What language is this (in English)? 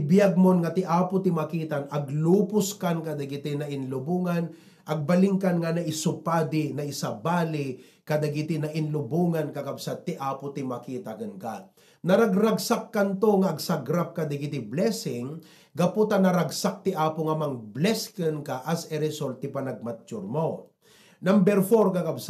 Iloko